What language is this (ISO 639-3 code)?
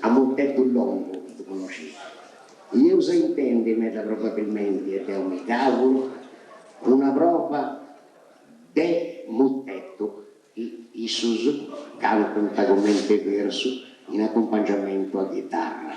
srd